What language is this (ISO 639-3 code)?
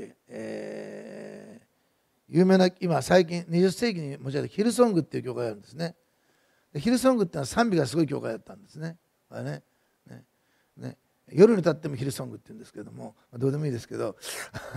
jpn